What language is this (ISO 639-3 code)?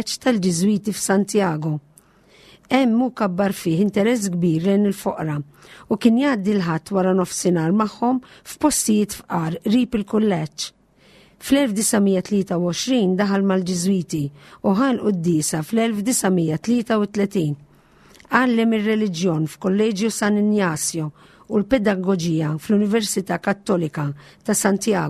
mlt